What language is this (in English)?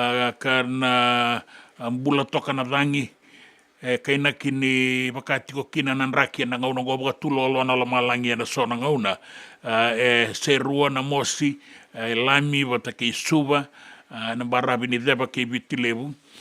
Fijian